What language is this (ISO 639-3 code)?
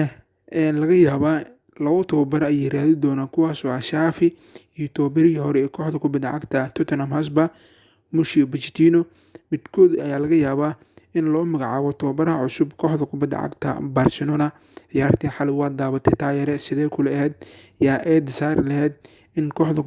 som